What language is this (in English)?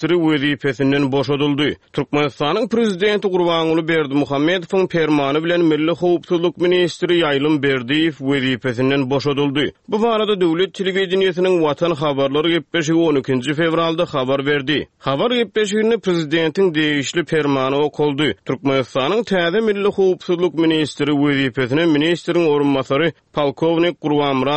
Turkmen